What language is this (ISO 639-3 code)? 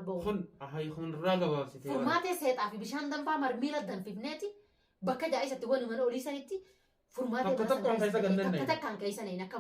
orm